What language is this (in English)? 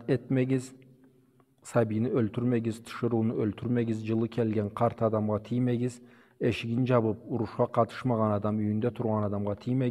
Karachay-Balkar